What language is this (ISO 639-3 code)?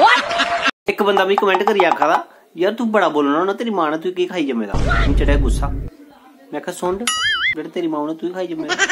doi